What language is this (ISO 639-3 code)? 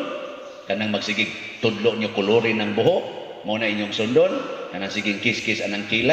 ceb